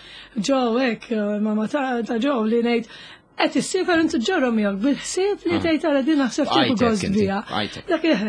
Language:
Maltese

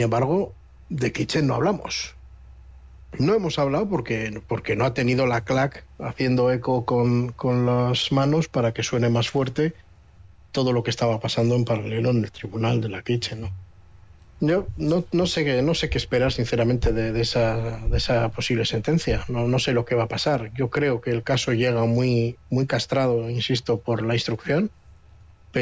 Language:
Spanish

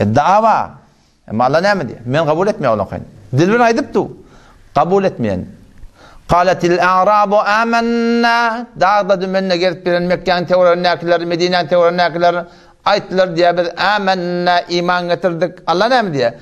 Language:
Turkmen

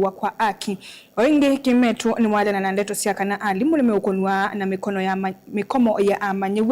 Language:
Kamba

